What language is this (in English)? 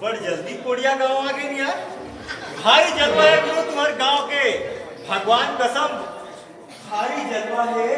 Chhattisgarhi